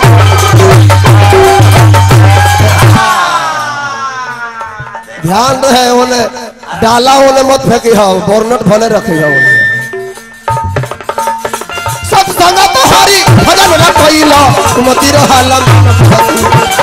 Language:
Bhojpuri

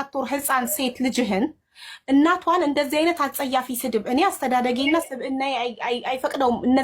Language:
Amharic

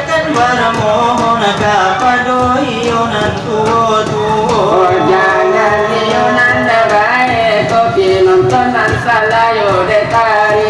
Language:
Minangkabau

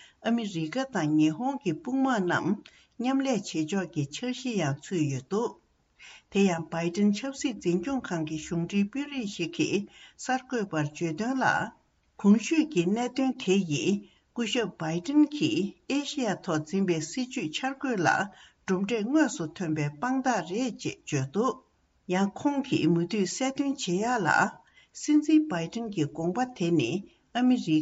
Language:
Tibetan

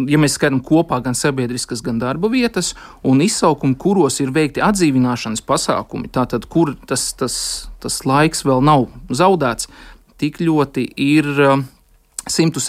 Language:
Latvian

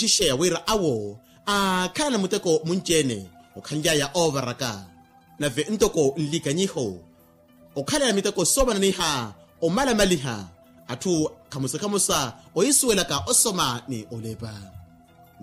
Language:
Makhuwa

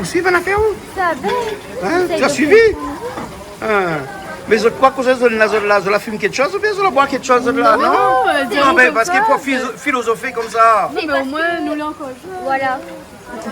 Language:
Réunion Creole French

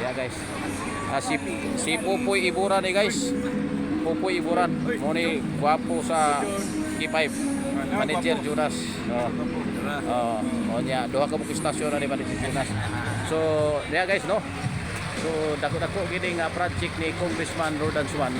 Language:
Cebuano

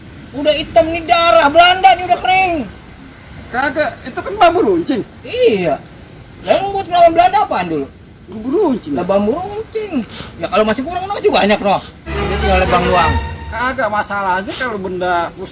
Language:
Betawi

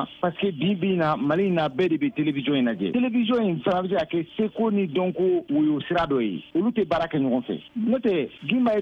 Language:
Bambara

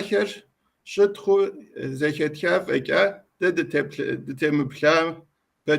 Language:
Kabardian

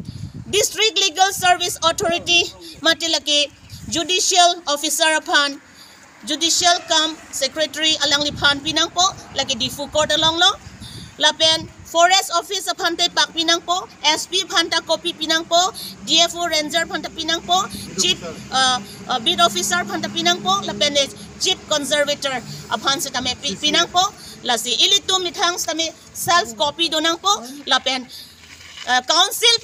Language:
Karbi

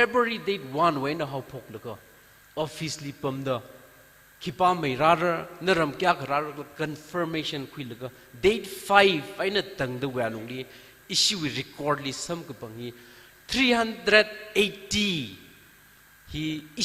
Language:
Tangkhul Naga (India)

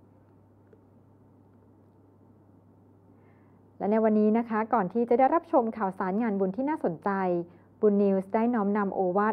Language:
Thai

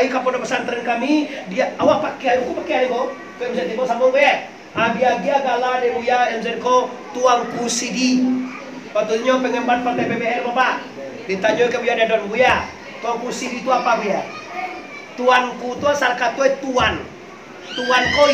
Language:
Minangkabau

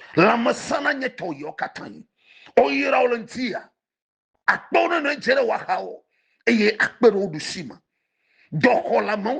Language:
Ewe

